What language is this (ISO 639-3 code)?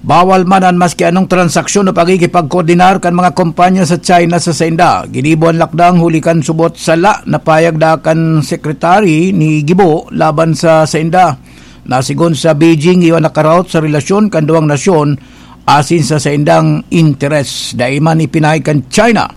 bik